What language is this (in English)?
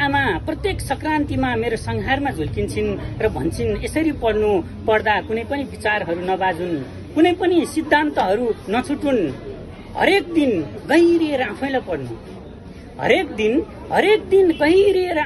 Nepali